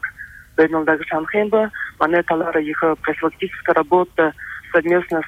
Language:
Buriat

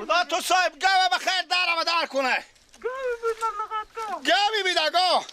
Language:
Persian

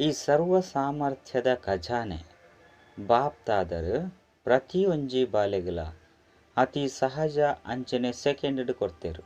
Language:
Tulu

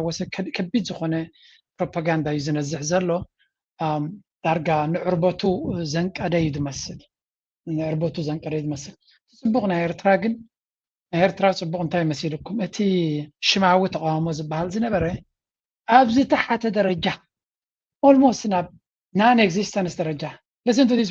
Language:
Tigrinya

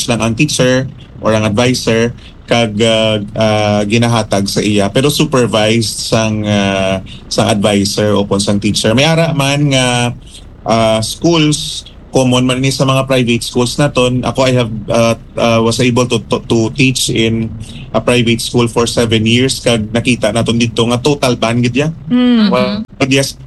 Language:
Hiligaynon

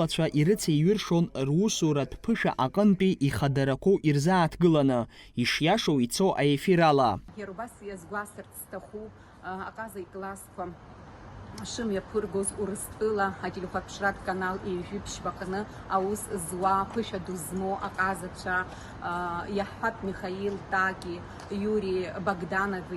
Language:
Abkhazian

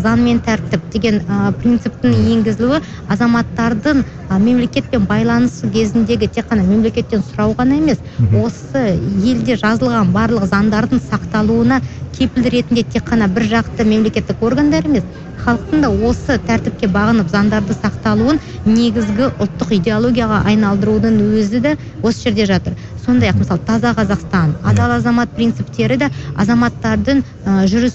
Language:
Kazakh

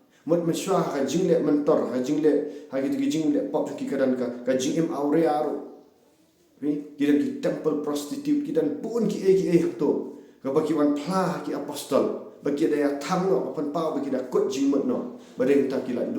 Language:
Khasi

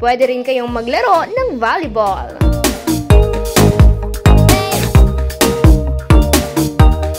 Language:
Filipino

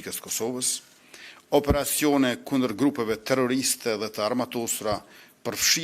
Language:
Albanian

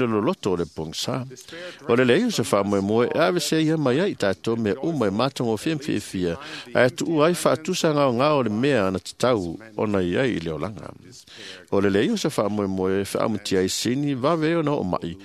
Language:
Samoan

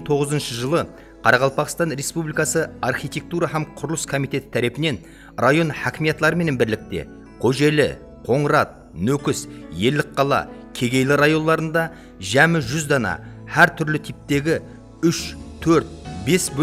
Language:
Kara-Kalpak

